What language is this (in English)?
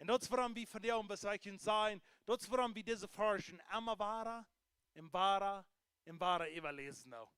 Plautdietsch